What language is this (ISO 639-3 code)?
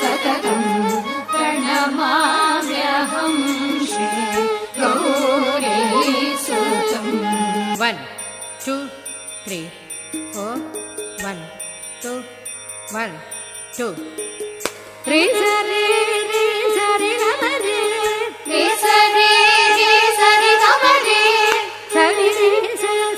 kan